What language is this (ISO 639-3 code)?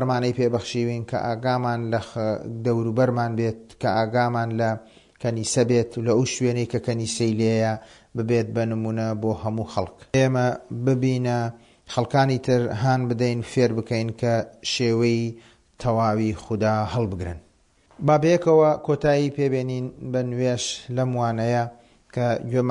ckb